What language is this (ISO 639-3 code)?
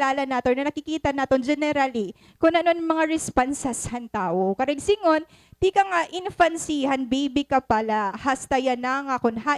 war